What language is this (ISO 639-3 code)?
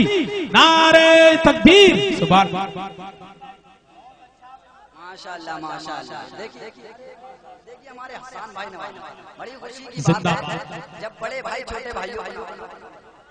urd